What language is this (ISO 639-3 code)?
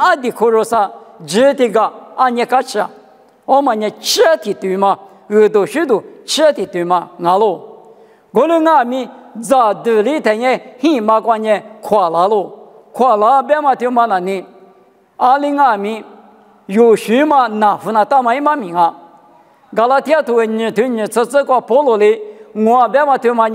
lis